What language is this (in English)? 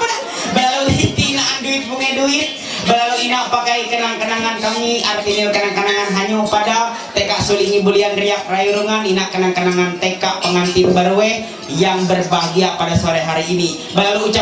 Ma'anyan